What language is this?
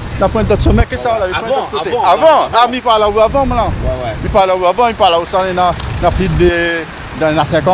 Réunion Creole French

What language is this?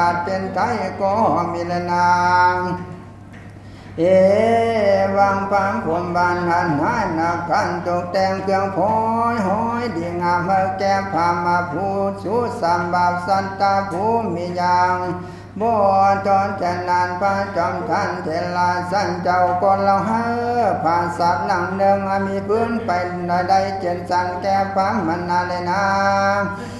Thai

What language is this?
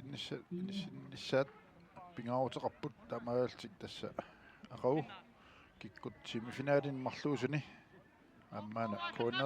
Kalaallisut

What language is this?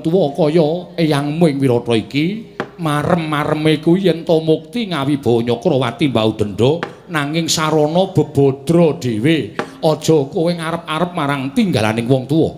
Javanese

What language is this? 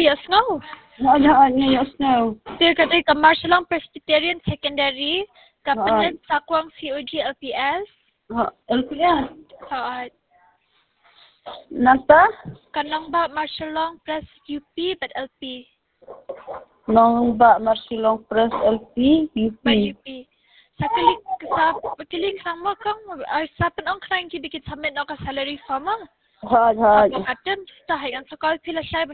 Khasi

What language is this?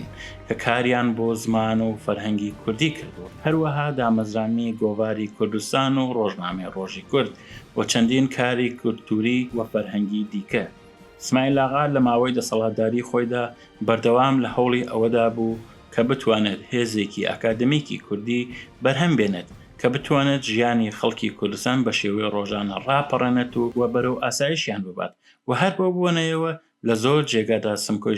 Central Kurdish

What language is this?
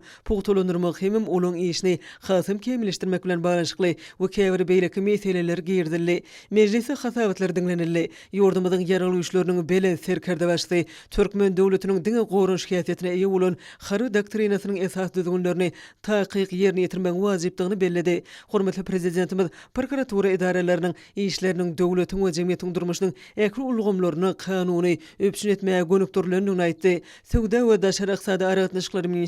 Turkmen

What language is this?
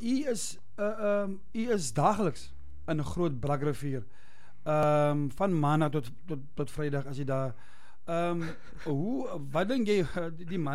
Afrikaans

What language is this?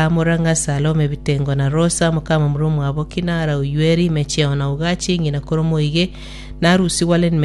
Gusii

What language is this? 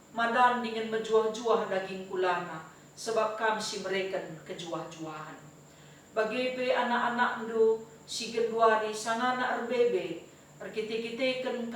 Batak Karo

